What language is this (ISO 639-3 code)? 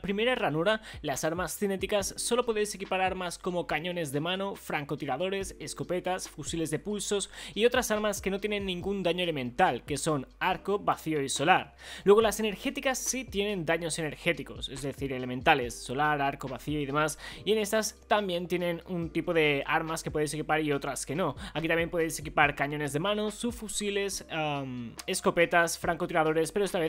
spa